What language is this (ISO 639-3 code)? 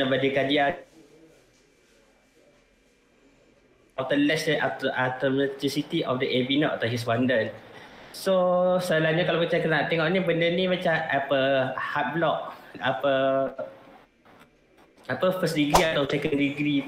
msa